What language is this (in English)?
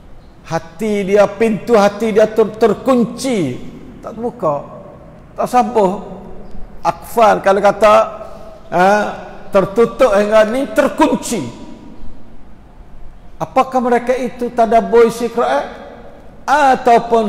Malay